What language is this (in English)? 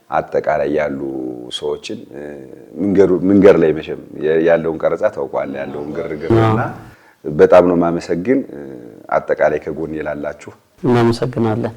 Amharic